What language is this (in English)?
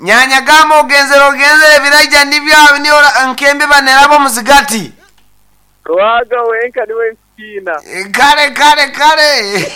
Nyankole